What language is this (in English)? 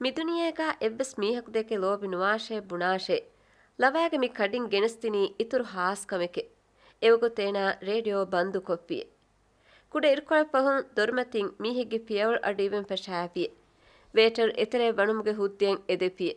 Divehi